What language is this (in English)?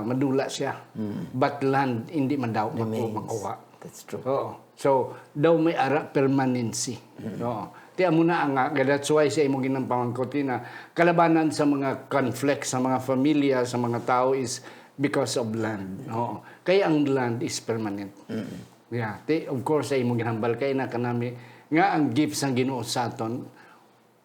Hiligaynon